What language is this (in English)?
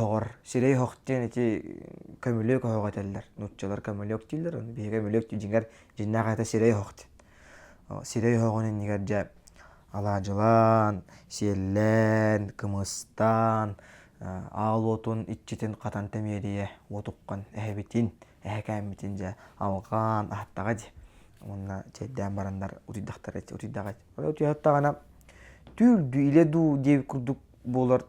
Yakut